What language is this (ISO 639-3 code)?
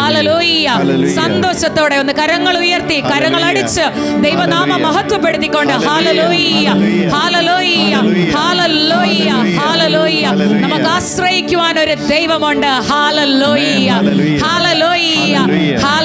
mal